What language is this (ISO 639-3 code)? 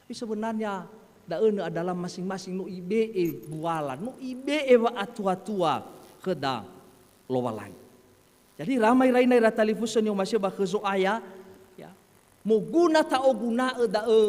nia